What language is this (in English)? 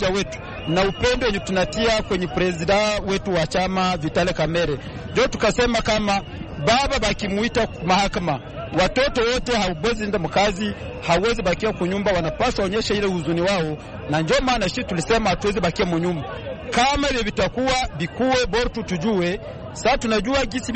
Swahili